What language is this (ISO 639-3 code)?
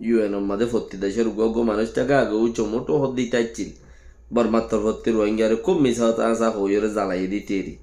rhg